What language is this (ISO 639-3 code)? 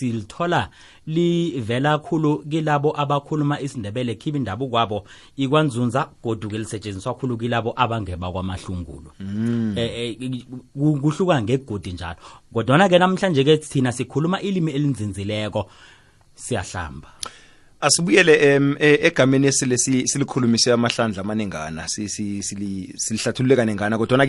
nbl